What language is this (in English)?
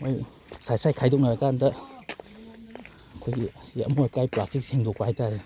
Manipuri